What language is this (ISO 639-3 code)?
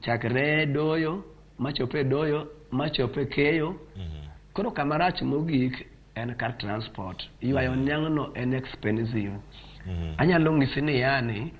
luo